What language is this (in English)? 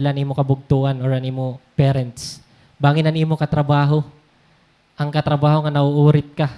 Waray